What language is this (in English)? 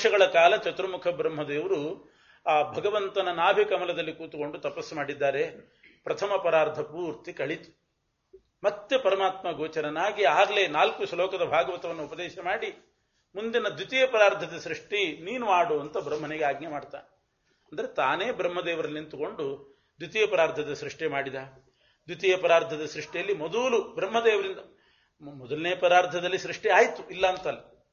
Kannada